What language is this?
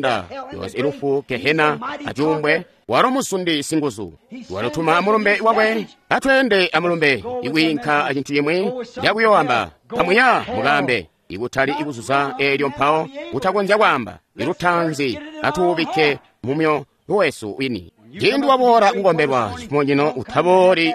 Tonga (Zambia)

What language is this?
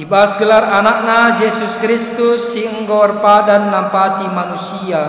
Batak Karo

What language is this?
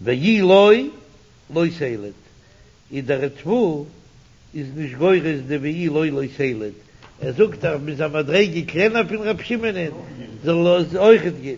Yiddish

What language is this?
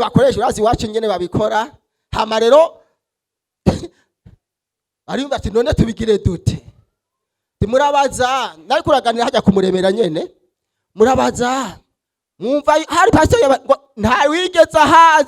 Rundi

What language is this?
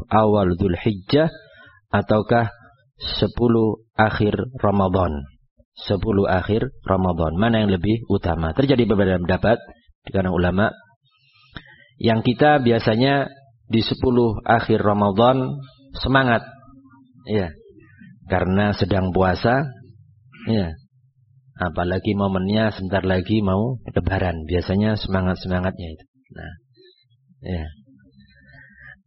Indonesian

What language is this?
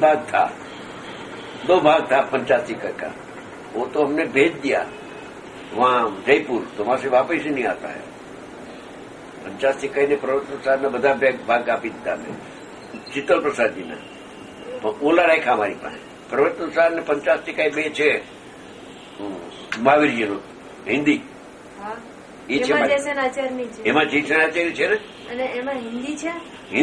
Gujarati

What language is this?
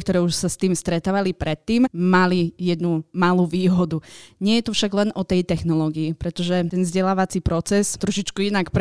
Slovak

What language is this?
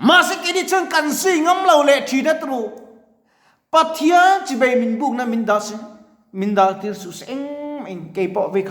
Mizo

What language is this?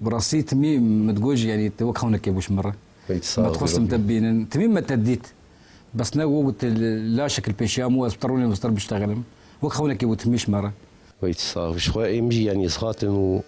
Kurdish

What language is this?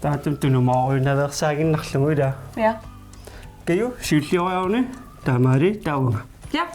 Kalaallisut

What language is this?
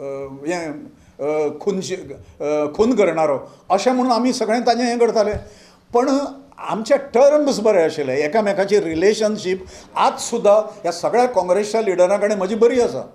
Konkani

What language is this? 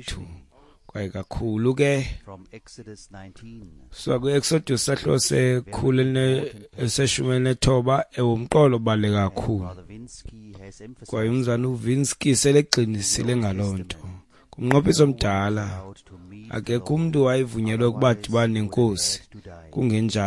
Xhosa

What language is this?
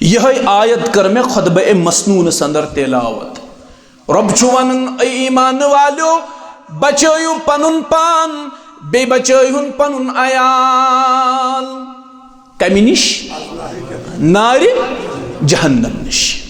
Kashmiri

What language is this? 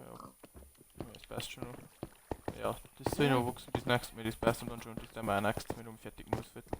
Bavarian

